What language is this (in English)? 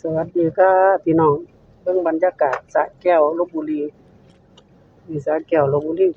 Lao